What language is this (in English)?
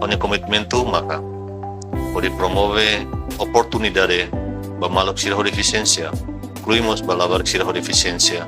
Tetum